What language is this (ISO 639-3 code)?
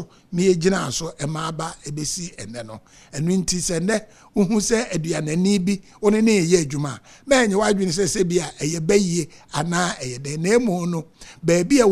aka